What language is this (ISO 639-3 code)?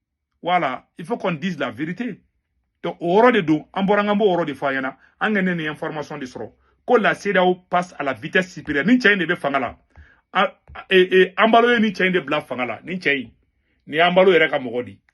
bam